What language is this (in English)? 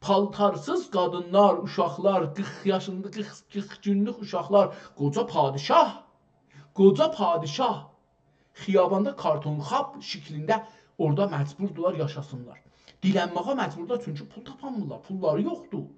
South Azerbaijani